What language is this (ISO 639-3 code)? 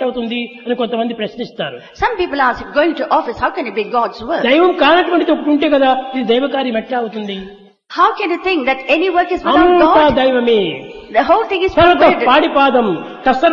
tel